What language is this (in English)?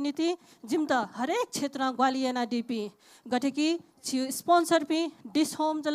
Newari